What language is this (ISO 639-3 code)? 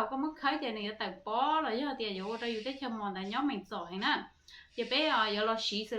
hmn